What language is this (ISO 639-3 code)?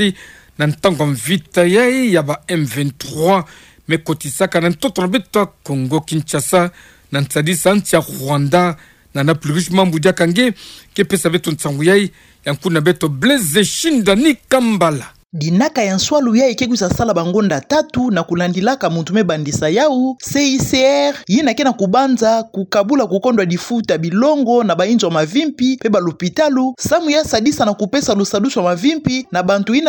ktu